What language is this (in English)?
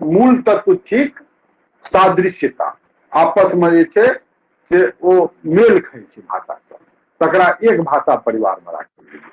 Maithili